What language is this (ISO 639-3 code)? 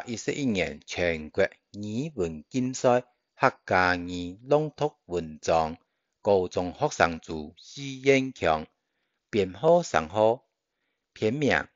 hak